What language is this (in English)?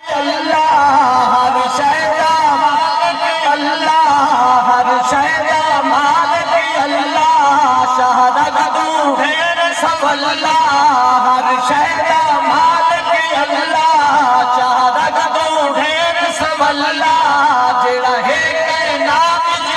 Saraiki